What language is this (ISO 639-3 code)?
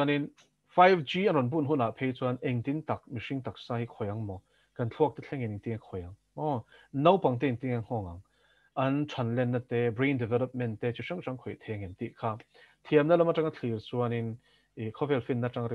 lus